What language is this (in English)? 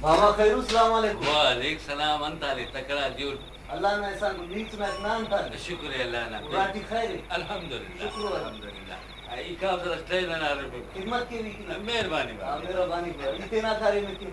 Brahui